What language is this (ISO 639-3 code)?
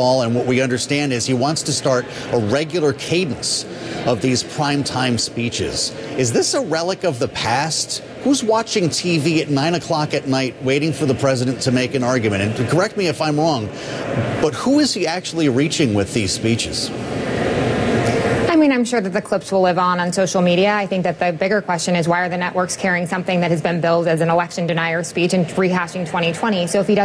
eng